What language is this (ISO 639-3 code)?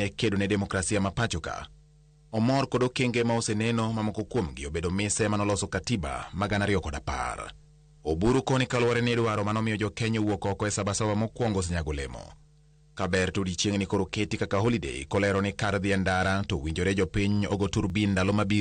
luo